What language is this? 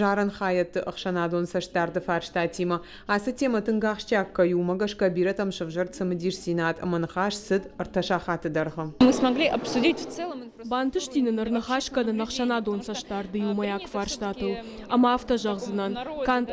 Ossetic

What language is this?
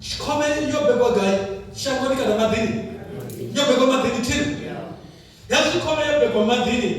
Venda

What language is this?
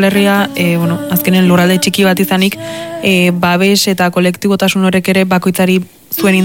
Basque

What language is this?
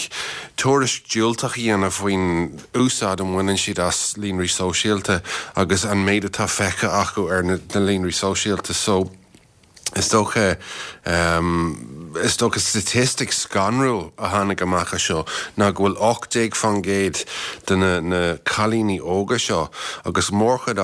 Irish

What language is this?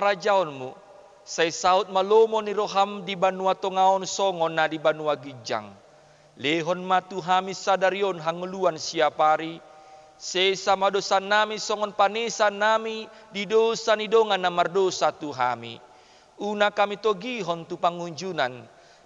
Batak Toba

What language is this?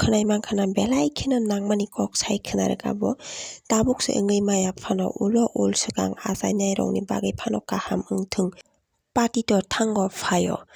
Kok Borok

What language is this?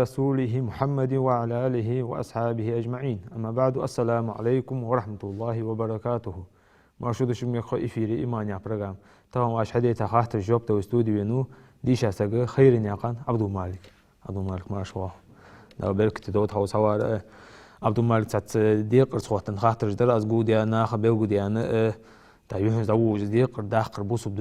Ingush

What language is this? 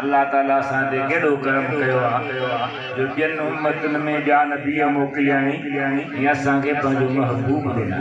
Sindhi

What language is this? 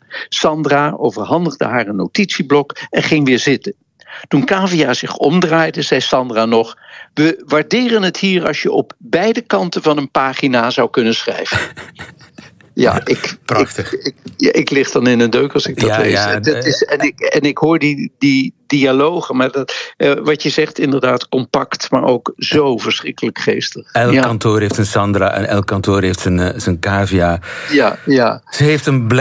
Dutch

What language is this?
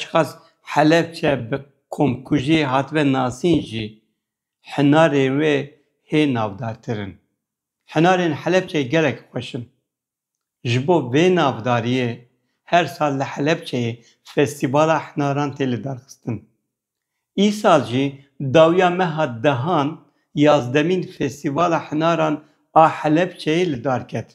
Kurdish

